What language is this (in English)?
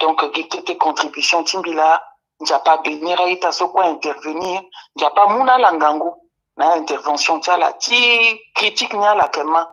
Sango